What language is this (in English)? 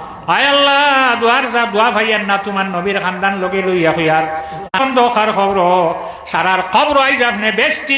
Sylheti